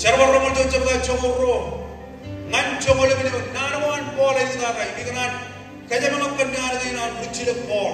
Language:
Marshallese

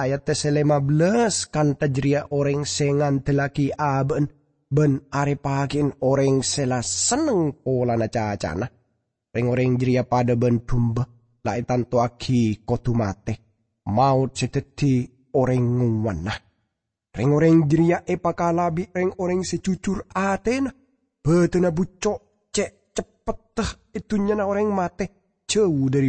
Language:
Madurese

